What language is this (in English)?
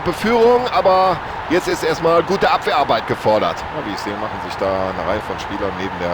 Bavarian